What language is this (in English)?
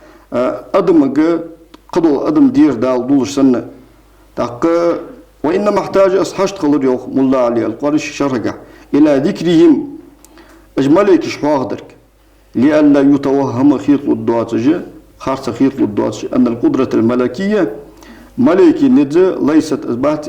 Ingush